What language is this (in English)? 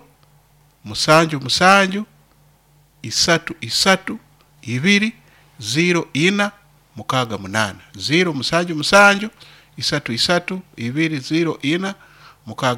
Nyankole